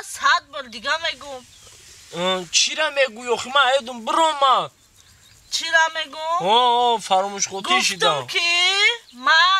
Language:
Tajik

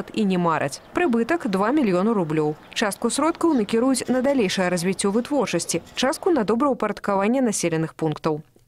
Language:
Belarusian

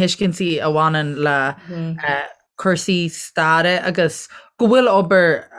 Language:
Irish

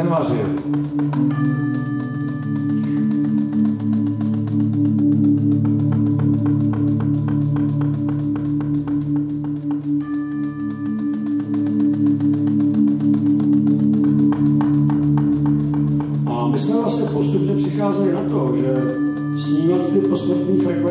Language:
Czech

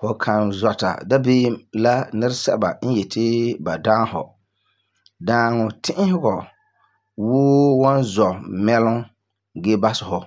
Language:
Frafra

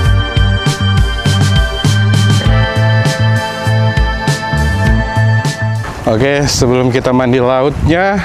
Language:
Indonesian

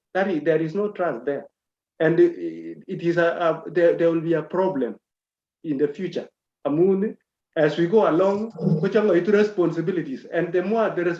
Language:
Kalenjin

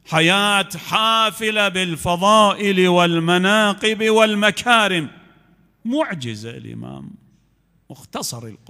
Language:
Mesopotamian Arabic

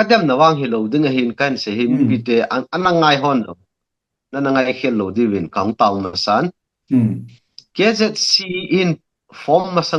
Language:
Thado Chin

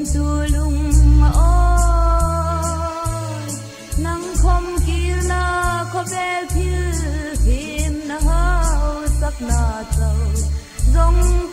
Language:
Hmar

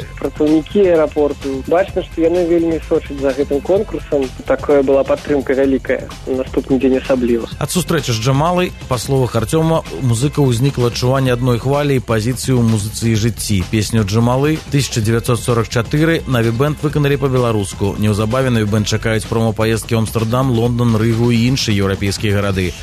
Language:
Belarusian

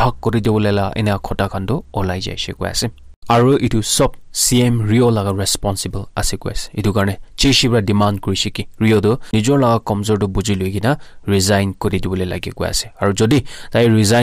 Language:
Naga Pidgin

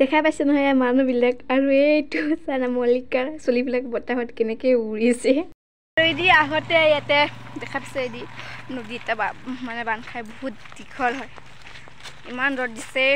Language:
Assamese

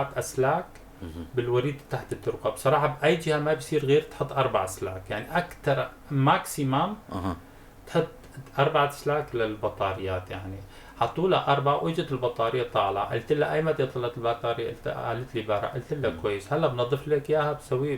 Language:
North Levantine Arabic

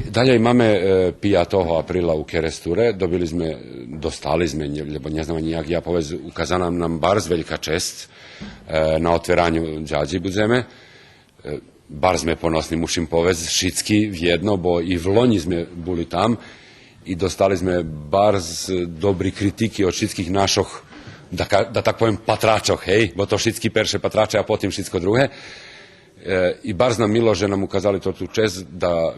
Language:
Rusyn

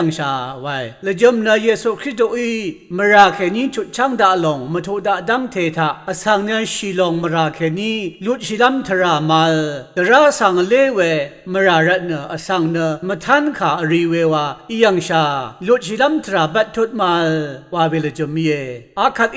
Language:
Rawang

